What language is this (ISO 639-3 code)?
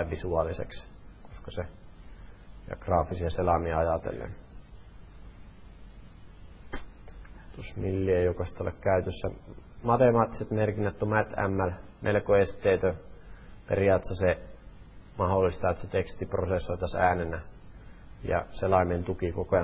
fin